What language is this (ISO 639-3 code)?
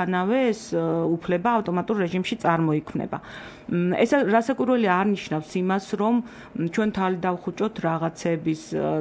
kat